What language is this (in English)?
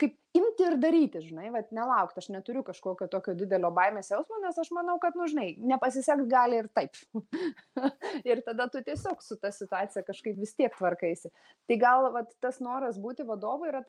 Lithuanian